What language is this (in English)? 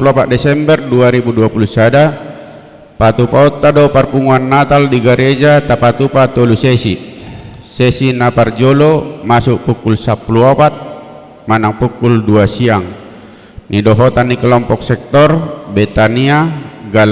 Batak Toba